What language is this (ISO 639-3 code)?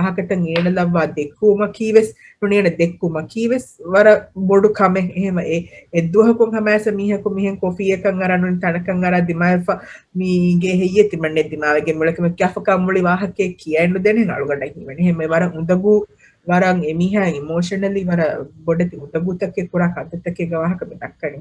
div